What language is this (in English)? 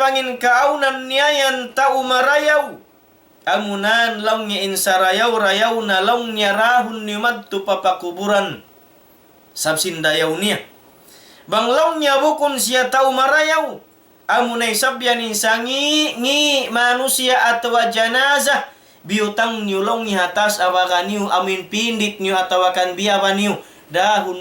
Tausug